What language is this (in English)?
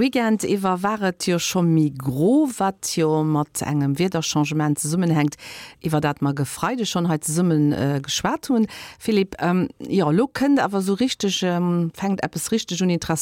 Luxembourgish